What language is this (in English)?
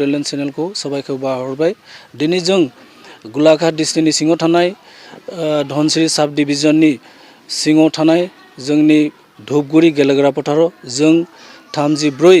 Bodo